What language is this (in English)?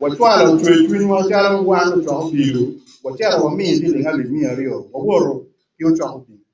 Acoli